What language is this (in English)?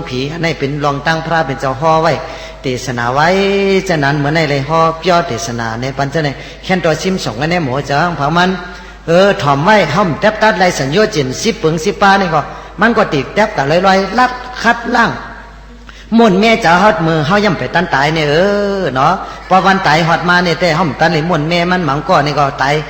Shan